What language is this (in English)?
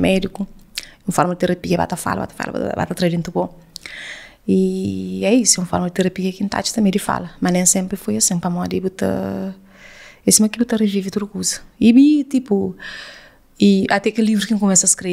Kabuverdianu